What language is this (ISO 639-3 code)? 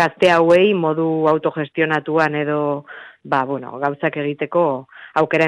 eus